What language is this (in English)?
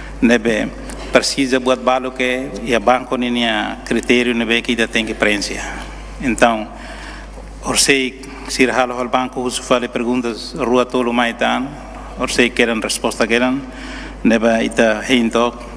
Tetum